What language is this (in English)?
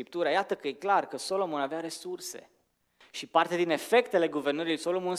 Romanian